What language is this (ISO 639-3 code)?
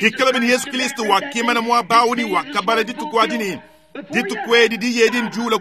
lua